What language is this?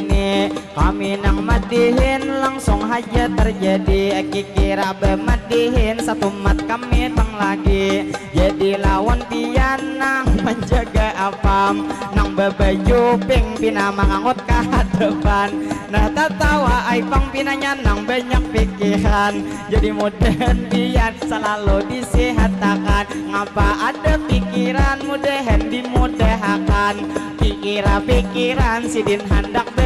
Banjar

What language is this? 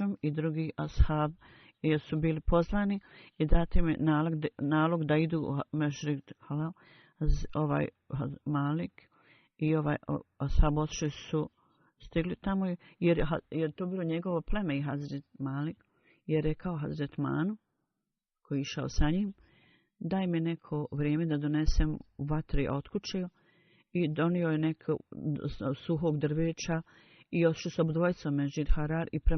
Bosnian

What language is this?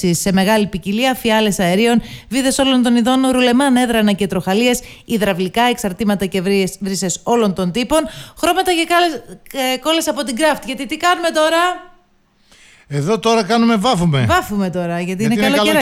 Greek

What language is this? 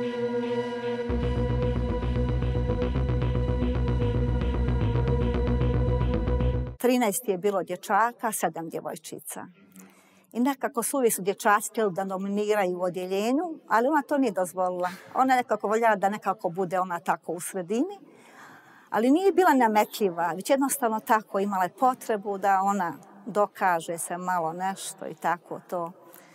Serbian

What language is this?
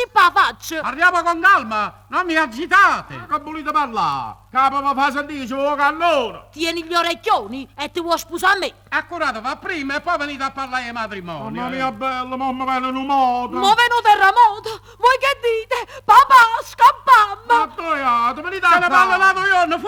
Neapolitan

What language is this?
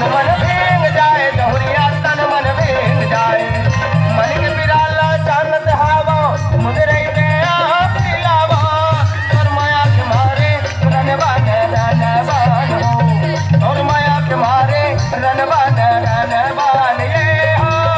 Chhattisgarhi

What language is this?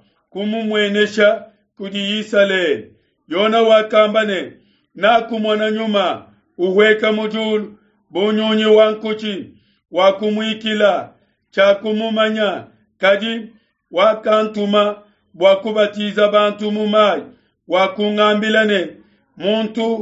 Luba-Lulua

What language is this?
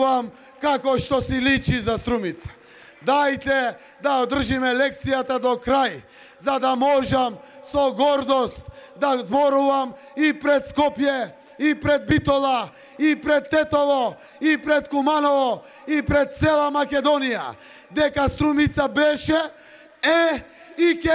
Macedonian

